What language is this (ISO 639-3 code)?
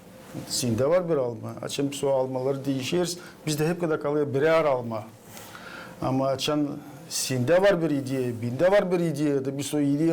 gag